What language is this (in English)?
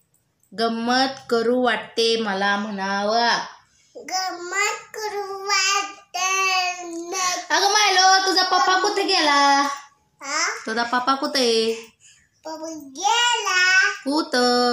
Marathi